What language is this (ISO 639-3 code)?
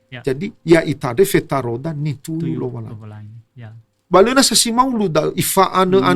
nia